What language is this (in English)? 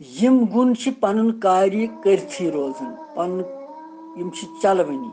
Kashmiri